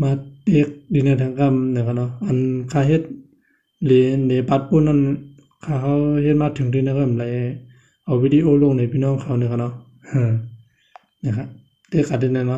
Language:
Shan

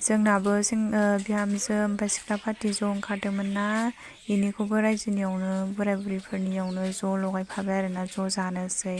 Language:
Bodo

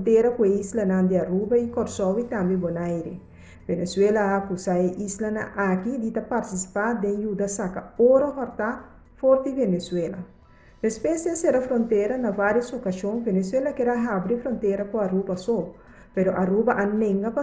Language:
Papiamento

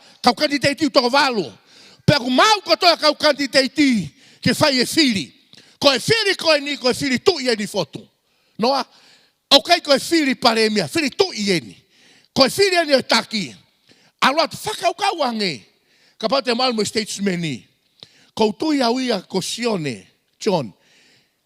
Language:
Tongan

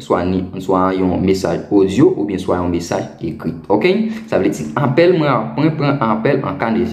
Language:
Haitian Creole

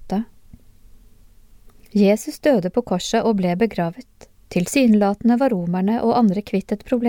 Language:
Norwegian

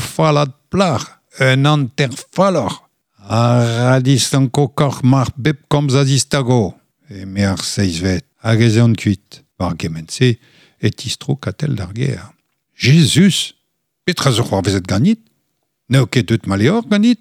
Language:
Breton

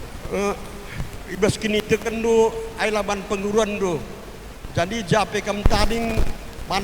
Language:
Batak Karo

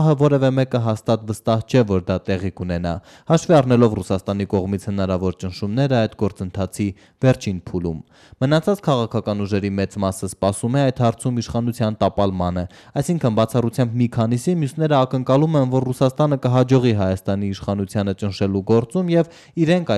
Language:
Armenian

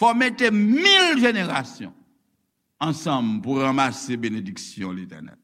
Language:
Haitian Creole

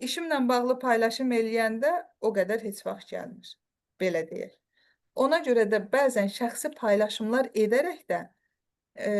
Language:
Azerbaijani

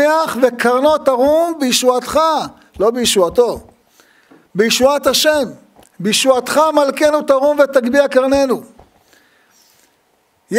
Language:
Hebrew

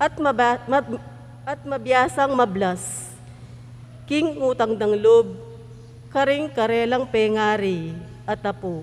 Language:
Pampanga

